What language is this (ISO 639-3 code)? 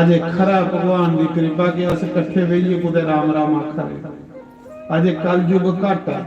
doi